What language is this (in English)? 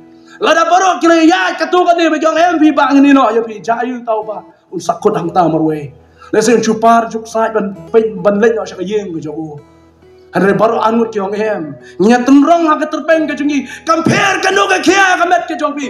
Khasi